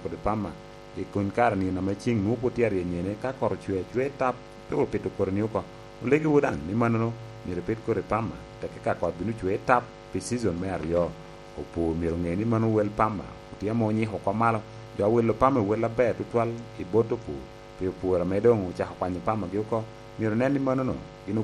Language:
Lango (Uganda)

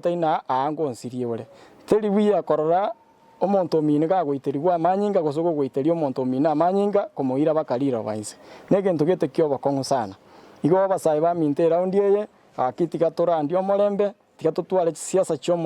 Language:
Gusii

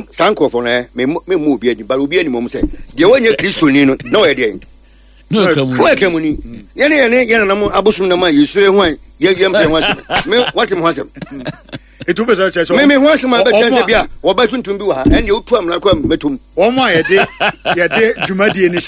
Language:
Akan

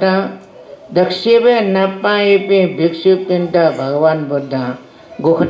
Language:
Newari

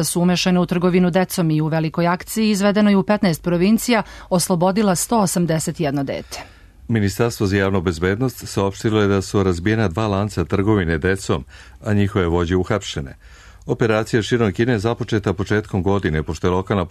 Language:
Serbian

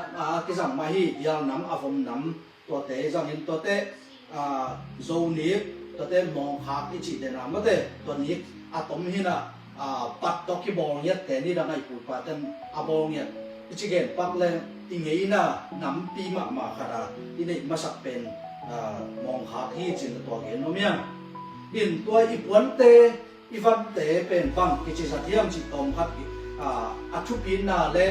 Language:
Tedim Chin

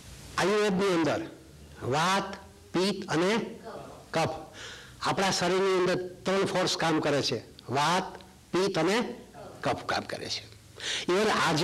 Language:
Gujarati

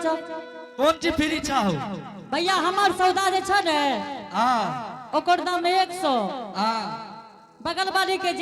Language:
Angika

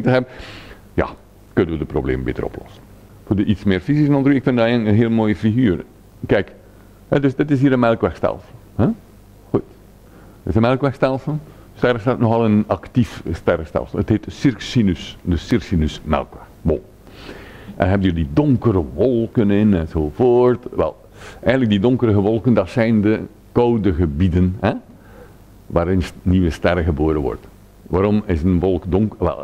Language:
Dutch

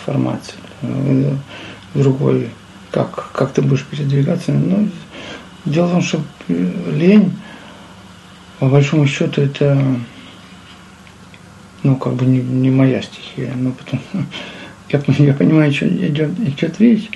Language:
Russian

